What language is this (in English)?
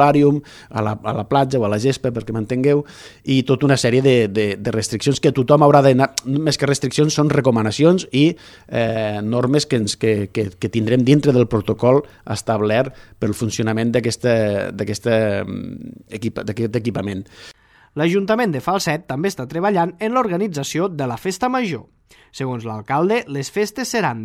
Catalan